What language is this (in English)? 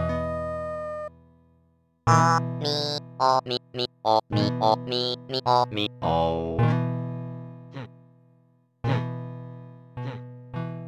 Thai